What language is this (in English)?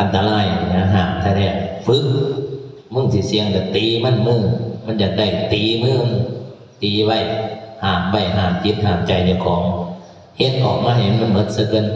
Northeastern Thai